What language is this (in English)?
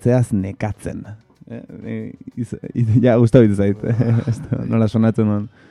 Basque